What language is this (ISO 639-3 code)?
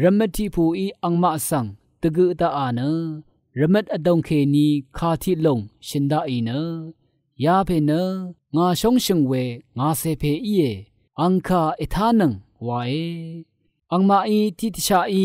raw